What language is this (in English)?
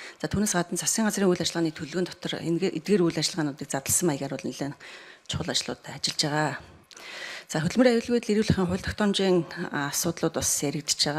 Mongolian